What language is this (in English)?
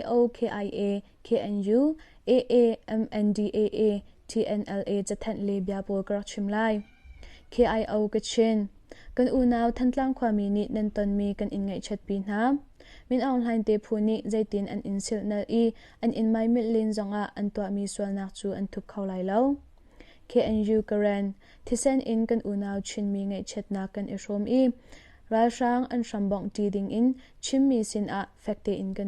Hakha Chin